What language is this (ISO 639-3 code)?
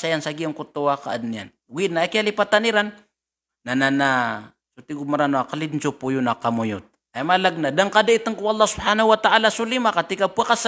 mrw